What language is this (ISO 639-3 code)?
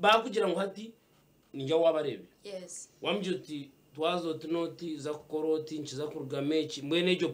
nyn